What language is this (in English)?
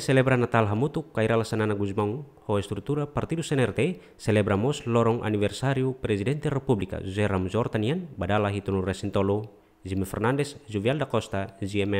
Tetum